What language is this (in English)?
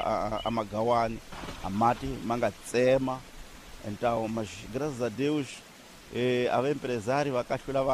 Tsonga